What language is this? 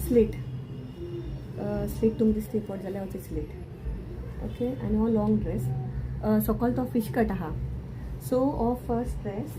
Konkani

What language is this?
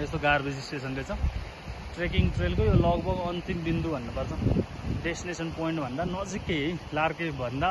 Nepali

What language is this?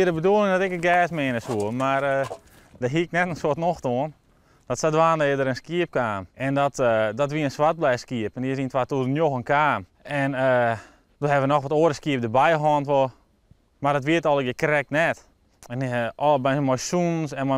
Western Frisian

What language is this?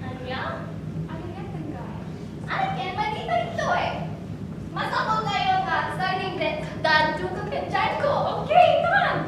Iloko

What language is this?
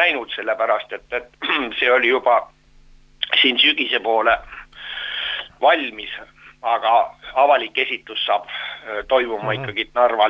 Estonian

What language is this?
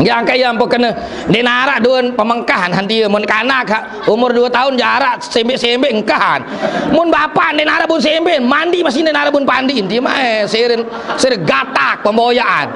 Sasak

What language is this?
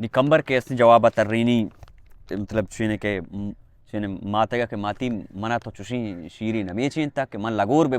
Baluchi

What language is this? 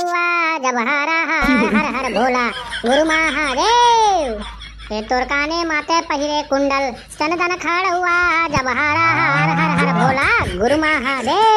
Chhattisgarhi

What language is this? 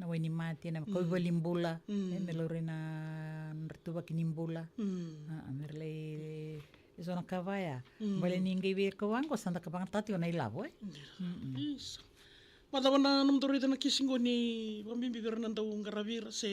Fijian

